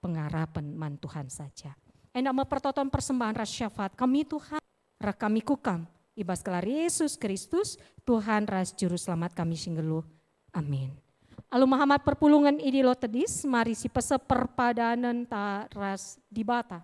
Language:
Batak Karo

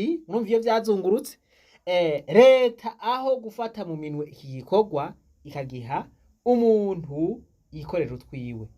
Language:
Rundi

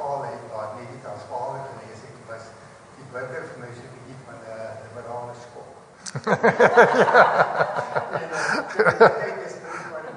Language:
Afrikaans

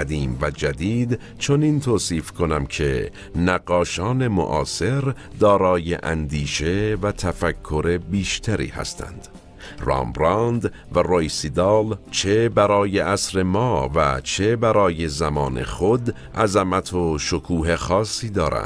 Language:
Persian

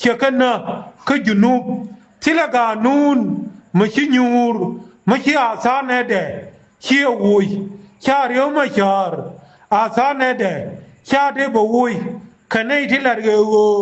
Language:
Nuer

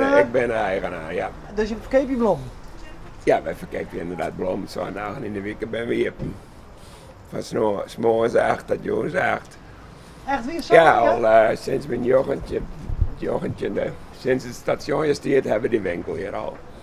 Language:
Western Frisian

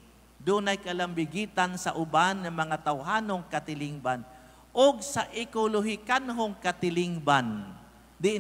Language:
Cebuano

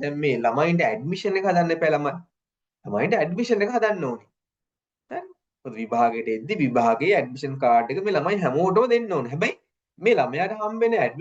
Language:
Sinhala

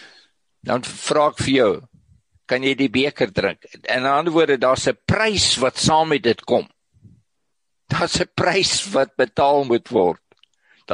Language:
Afrikaans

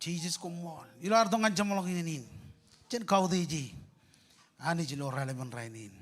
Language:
Marshallese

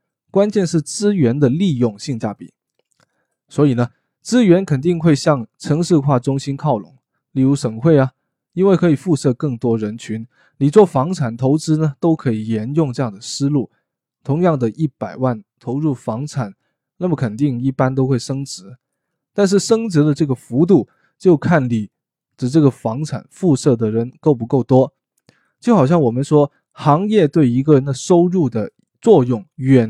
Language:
Cantonese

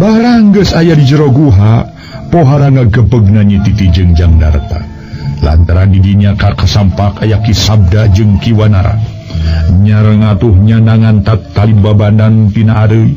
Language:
Sundanese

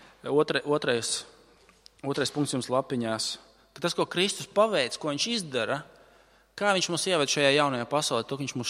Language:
Latvian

